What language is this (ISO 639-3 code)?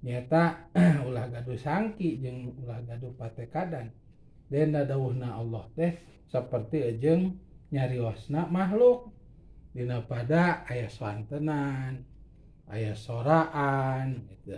sun